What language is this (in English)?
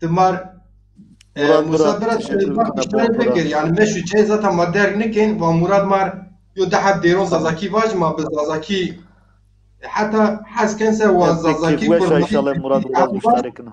Zaza